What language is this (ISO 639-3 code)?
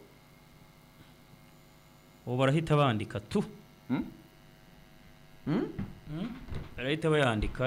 kin